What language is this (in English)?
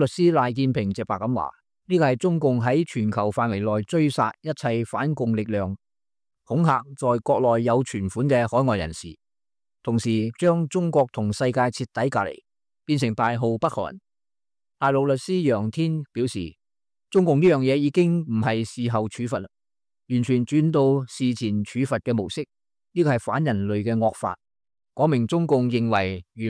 Cantonese